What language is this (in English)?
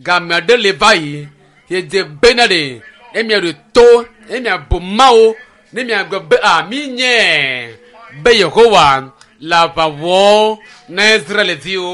Ewe